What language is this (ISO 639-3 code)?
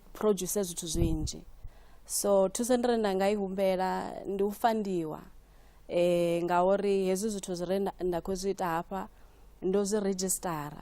ven